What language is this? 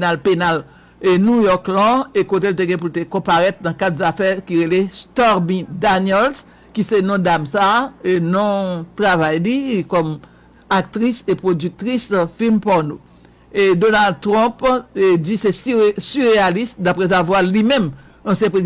Haitian Creole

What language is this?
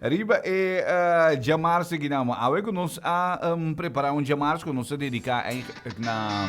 Papiamento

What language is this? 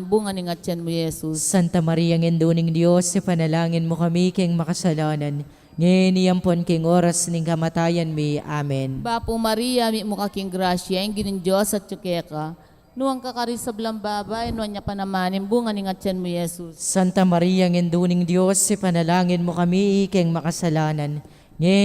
Pampanga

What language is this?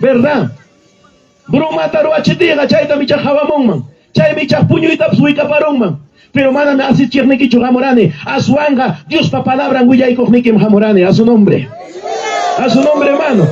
Ayacucho Quechua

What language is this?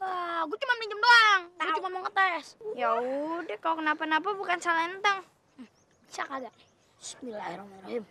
Betawi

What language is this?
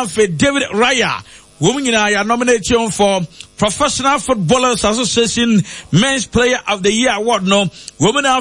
Akan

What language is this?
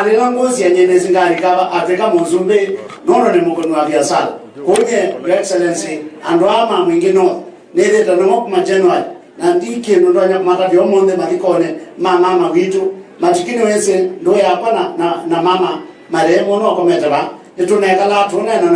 Kamba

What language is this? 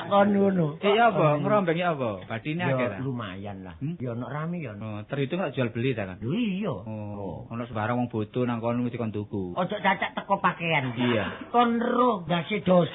Javanese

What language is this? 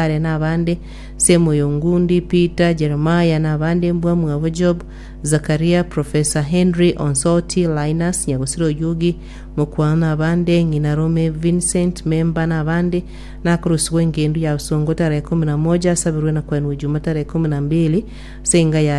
Gusii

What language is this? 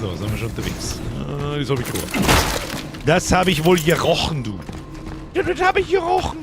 Bavarian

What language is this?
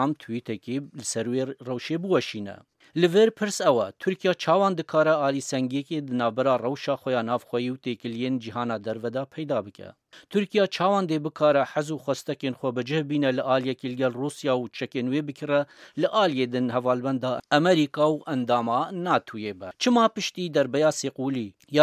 Kurdish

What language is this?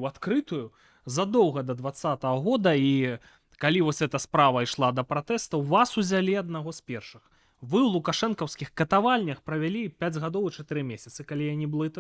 Belarusian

